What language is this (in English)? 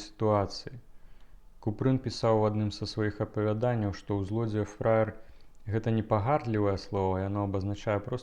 Belarusian